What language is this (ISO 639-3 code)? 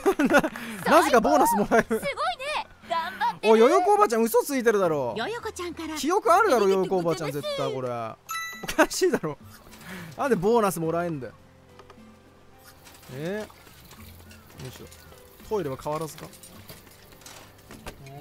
jpn